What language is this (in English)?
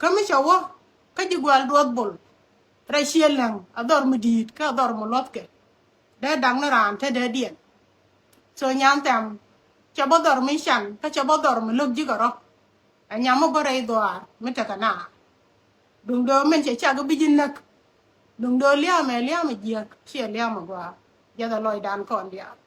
Nuer